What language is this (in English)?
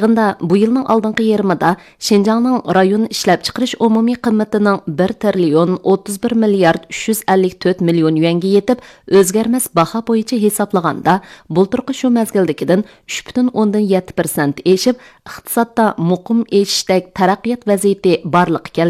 Uyghur